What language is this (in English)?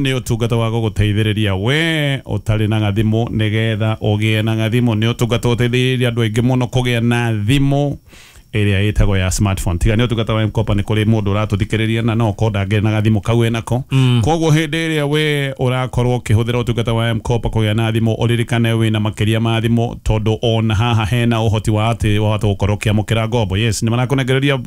Kikuyu